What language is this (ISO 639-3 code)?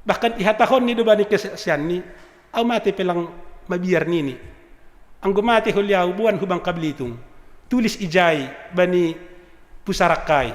bts